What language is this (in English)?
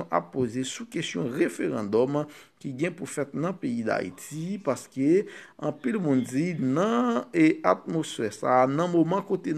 Haitian Creole